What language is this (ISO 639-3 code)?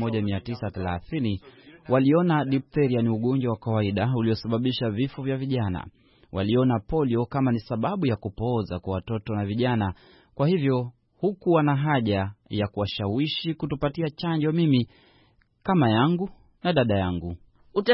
swa